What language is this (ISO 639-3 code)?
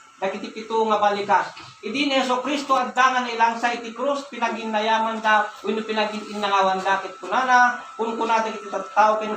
ilo